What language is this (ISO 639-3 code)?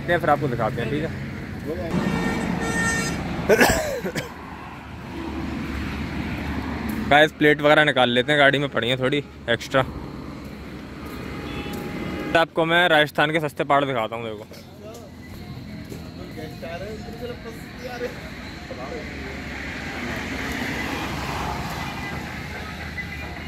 hin